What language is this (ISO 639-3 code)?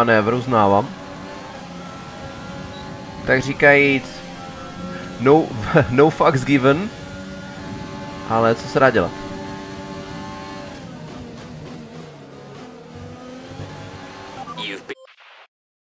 ces